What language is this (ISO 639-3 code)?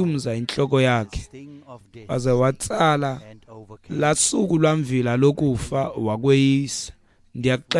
xho